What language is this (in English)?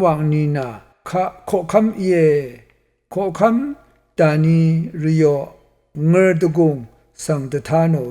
Rawang